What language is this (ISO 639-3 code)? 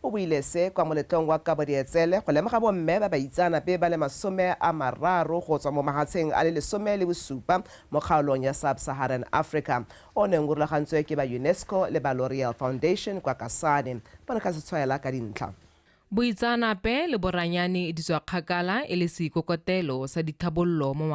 tsn